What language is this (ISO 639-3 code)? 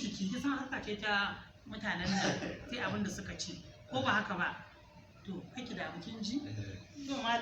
hau